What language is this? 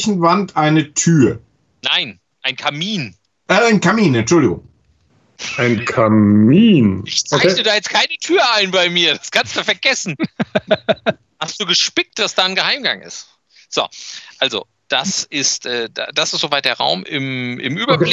German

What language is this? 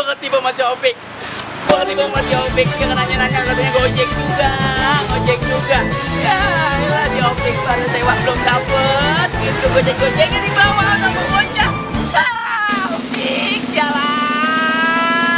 Betawi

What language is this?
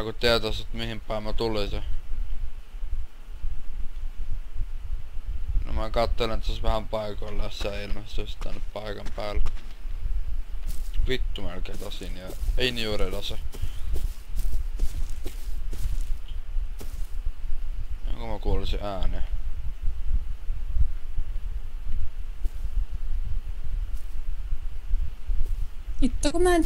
Finnish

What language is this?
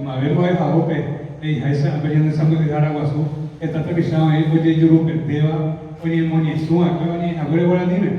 Guarani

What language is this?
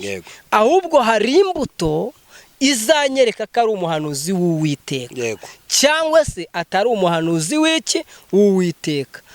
Kinyarwanda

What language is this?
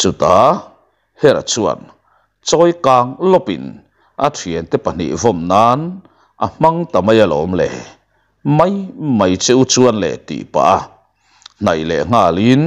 Mizo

